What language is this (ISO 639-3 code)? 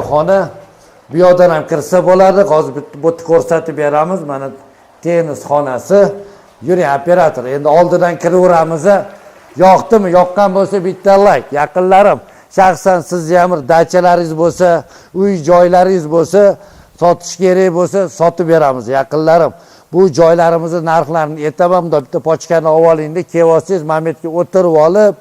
uzb